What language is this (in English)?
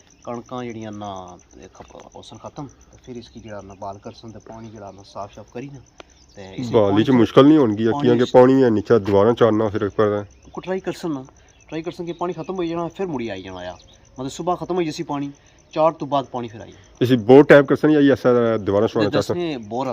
Pahari-Potwari